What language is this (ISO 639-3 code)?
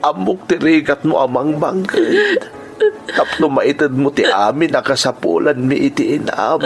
ilo